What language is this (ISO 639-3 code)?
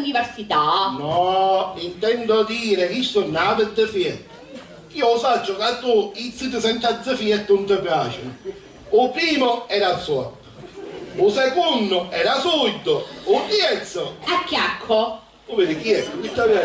scn